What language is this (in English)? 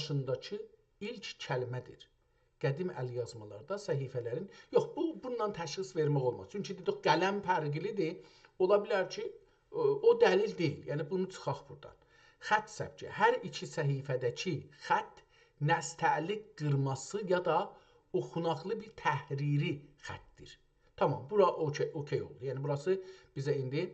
South Azerbaijani